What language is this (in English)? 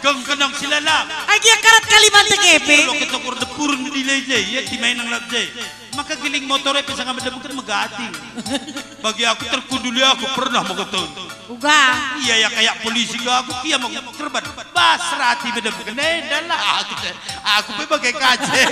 Batak Karo